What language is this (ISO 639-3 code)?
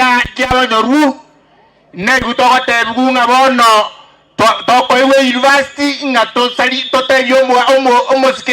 guz